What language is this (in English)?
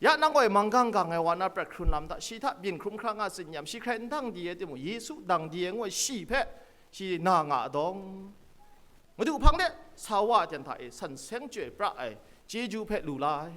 Kachin